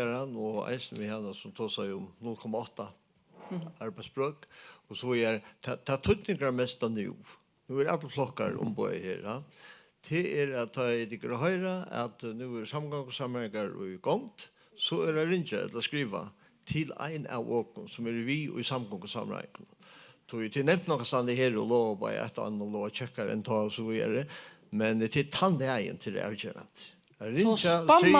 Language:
Faroese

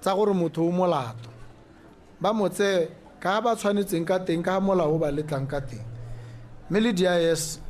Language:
Tswana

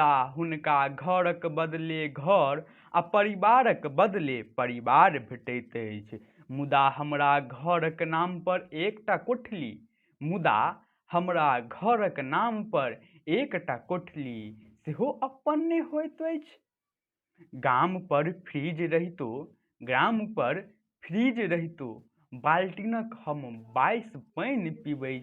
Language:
Maithili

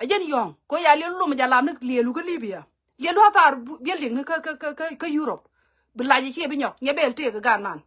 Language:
Nuer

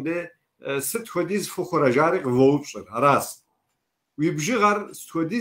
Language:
Kabardian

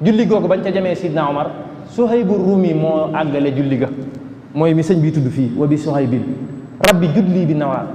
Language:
Wolof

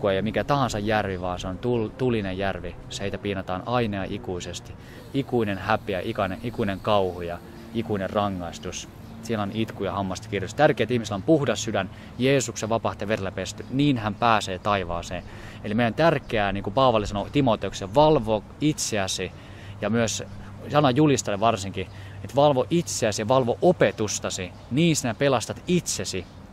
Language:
Finnish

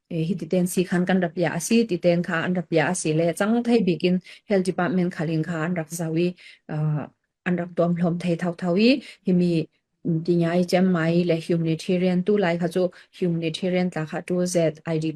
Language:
Falam Chin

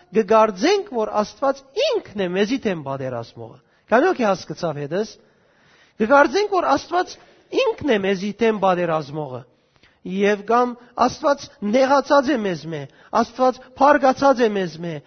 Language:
Western Armenian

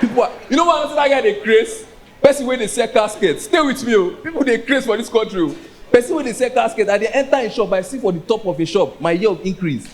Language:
Nigerian Pidgin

